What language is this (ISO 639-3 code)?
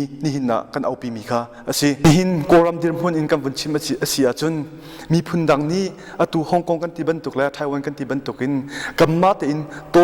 cnh